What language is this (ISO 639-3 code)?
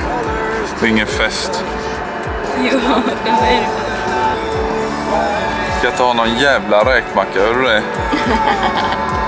swe